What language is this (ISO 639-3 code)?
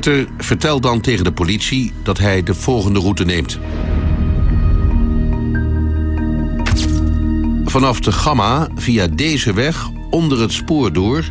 nld